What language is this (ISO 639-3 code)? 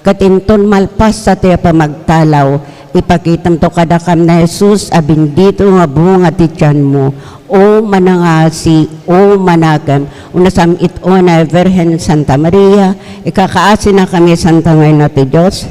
ilo